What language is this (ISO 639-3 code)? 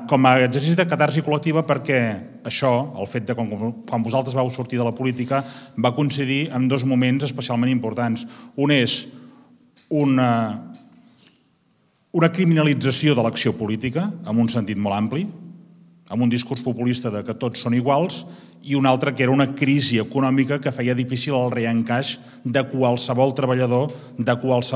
cat